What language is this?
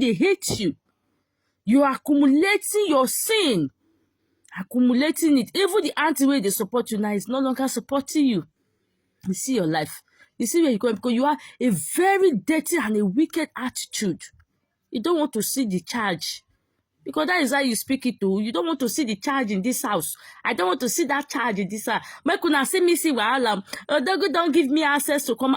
Nigerian Pidgin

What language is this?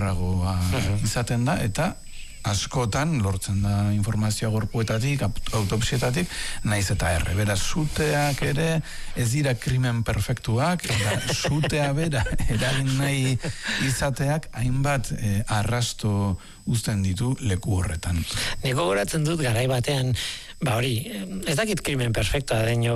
Basque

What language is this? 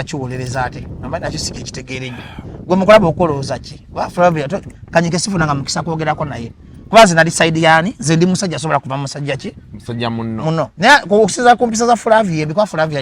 Ganda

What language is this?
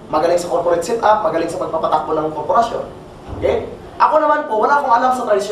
Filipino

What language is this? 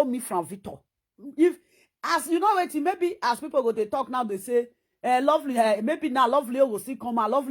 Nigerian Pidgin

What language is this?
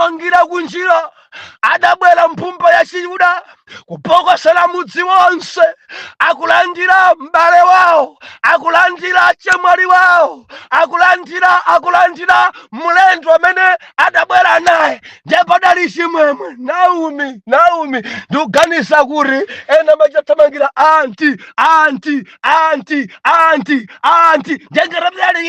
Nyanja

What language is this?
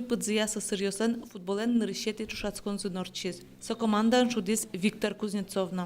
Udmurt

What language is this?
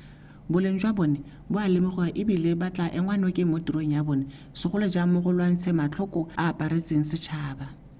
Tswana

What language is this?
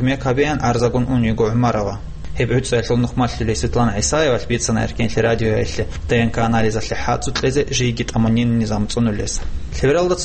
Avaric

